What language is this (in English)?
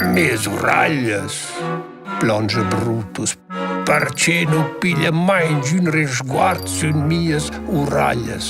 Romansh